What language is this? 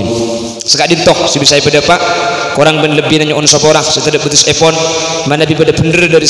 Madurese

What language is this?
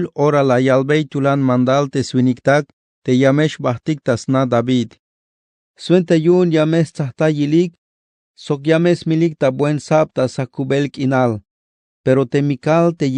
Tzeltal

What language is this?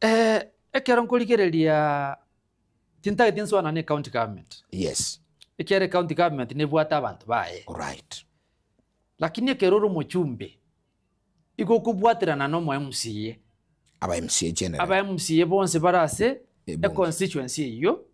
Gusii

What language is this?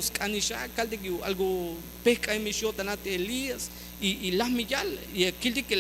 Tzeltal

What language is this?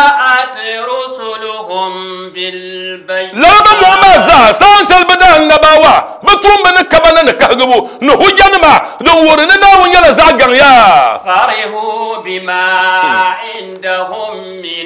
Dagbani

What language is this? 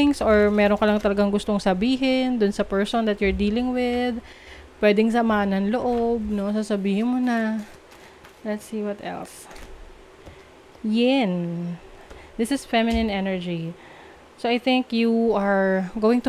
Filipino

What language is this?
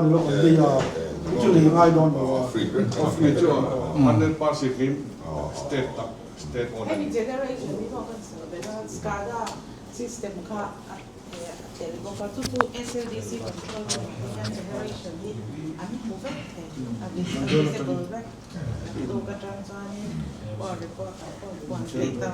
Mizo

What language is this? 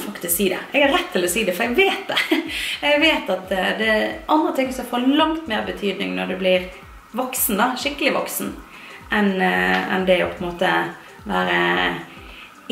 Norwegian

